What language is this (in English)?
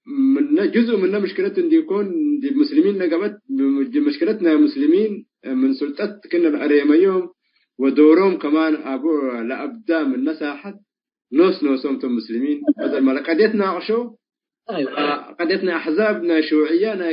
Tigre